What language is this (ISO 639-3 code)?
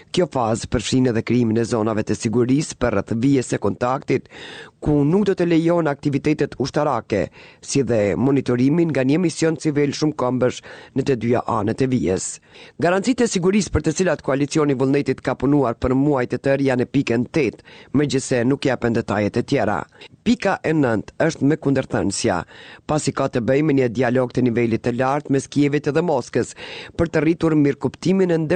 sqi